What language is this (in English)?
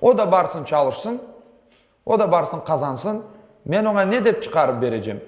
Crimean Tatar